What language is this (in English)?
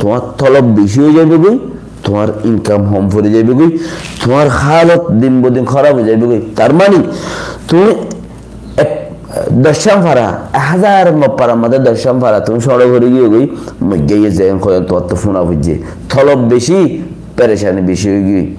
Rohingya